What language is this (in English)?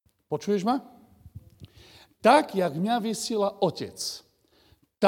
Slovak